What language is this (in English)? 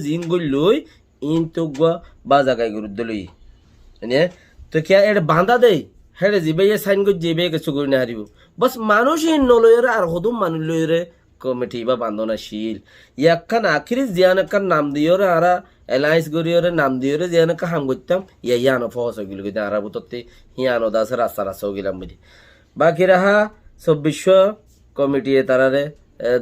Rohingya